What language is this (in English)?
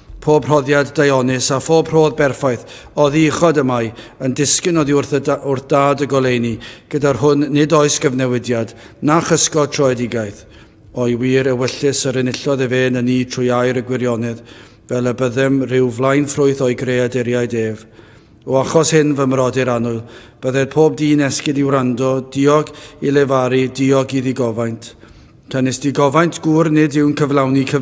Welsh